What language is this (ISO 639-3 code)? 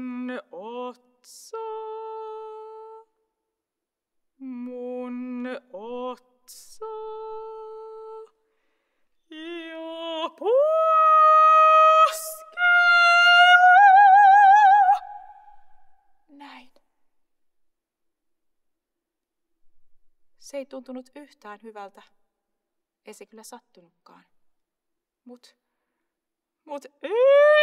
fin